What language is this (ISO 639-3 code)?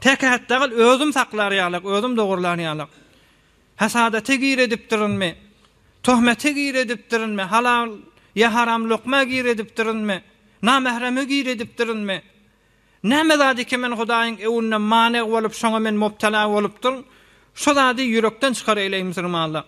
tuk